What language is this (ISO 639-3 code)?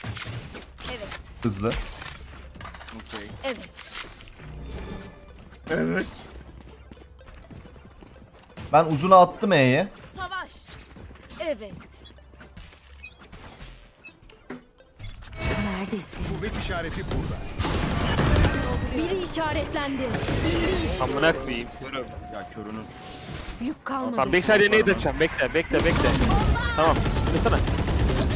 tur